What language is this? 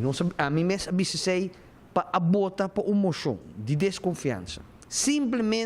Papiamento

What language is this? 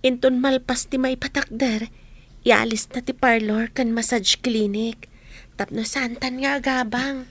Iloko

